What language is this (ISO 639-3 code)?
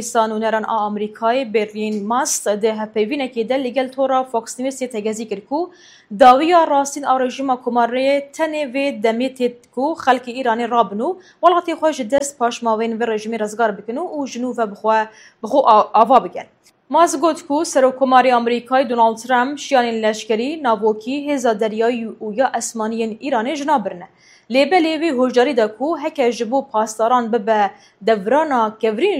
kur